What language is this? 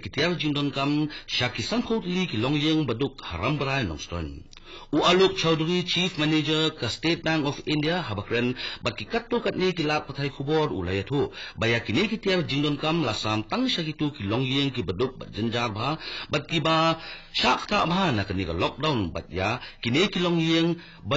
Khasi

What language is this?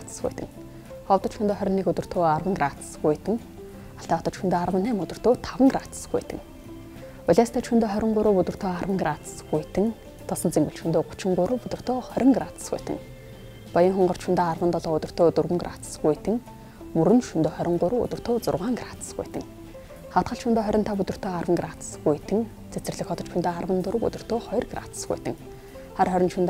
Mongolian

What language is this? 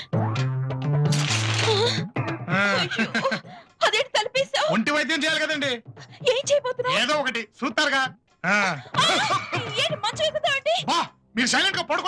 Telugu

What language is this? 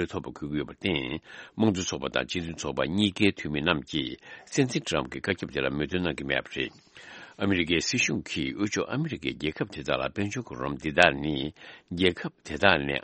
Tibetan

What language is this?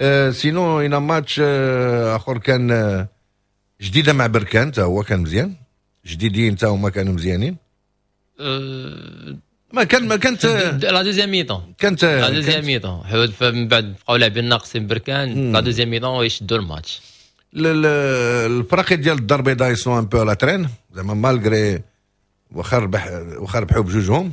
Moroccan Arabic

